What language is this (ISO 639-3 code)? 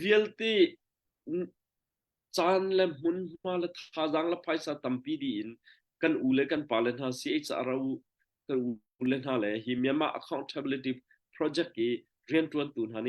cnh